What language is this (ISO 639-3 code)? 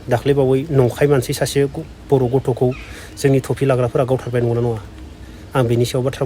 brx